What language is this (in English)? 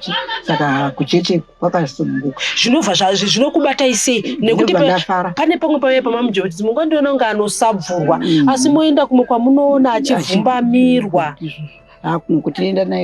Shona